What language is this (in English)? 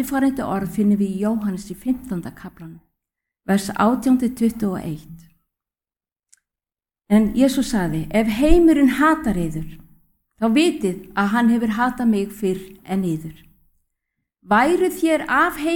Icelandic